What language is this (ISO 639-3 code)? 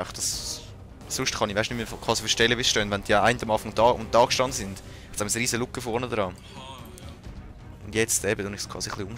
gsw